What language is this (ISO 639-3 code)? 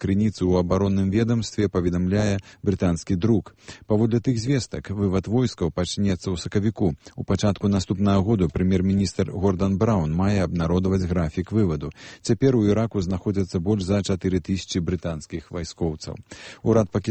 bel